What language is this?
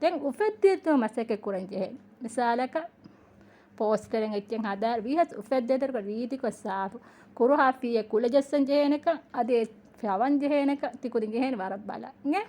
Divehi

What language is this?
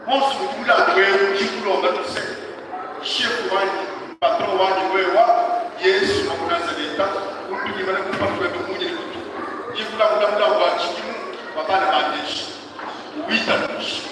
Luba-Lulua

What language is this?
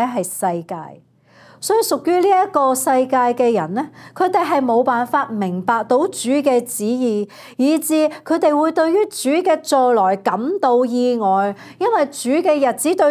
Cantonese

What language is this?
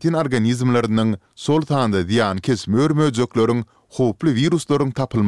Turkmen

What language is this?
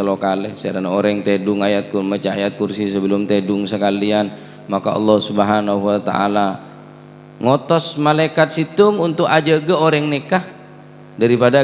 Madurese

